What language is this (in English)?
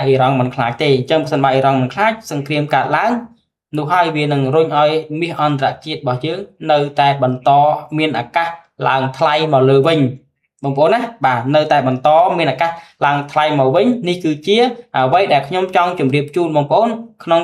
Khmer